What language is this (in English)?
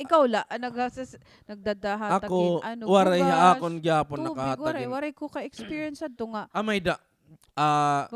Waray